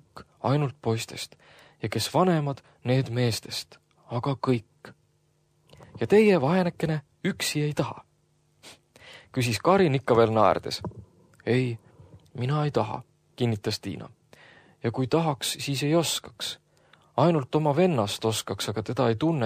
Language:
Estonian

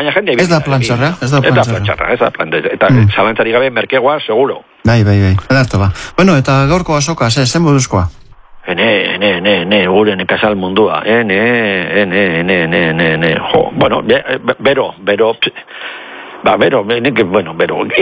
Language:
Basque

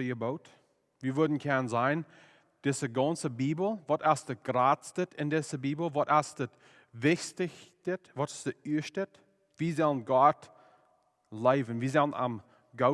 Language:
Plautdietsch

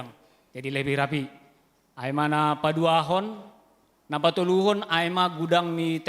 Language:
Batak Simalungun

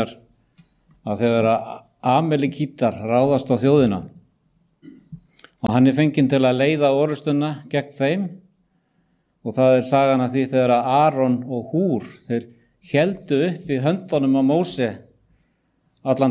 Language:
Icelandic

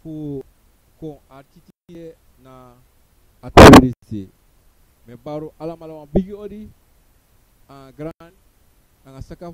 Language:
Sranan Tongo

